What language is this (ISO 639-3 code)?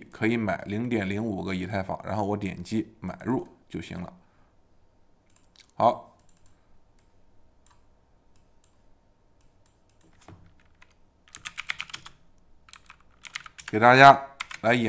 zho